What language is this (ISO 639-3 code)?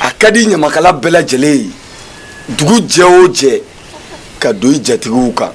bam